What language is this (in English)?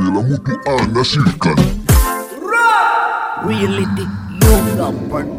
Swahili